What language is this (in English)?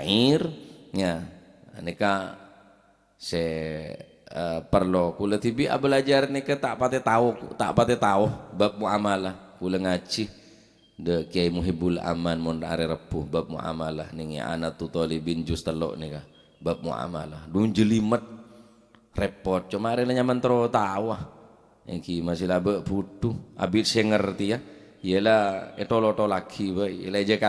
Madurese